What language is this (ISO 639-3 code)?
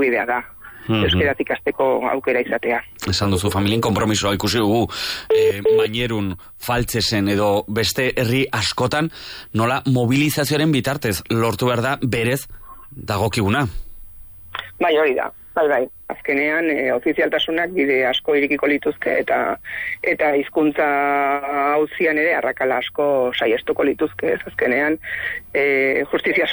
eus